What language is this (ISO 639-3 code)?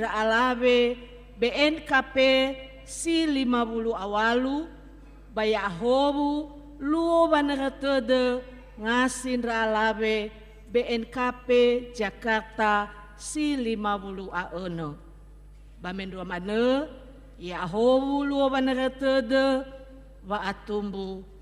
nia